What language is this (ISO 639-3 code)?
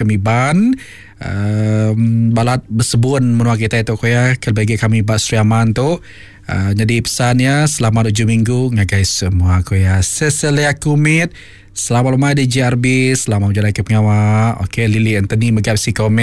iba